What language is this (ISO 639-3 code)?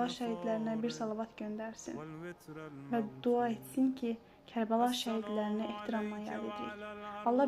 aze